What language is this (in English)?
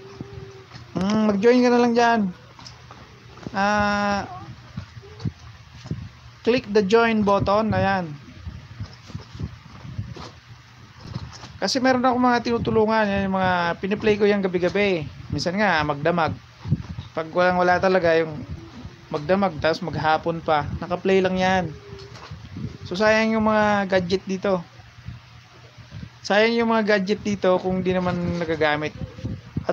Filipino